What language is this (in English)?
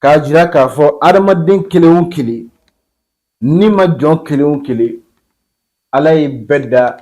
Bambara